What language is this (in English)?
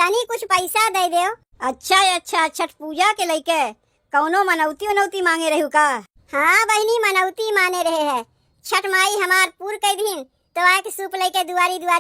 Awadhi